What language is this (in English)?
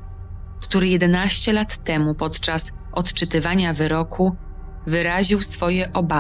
Polish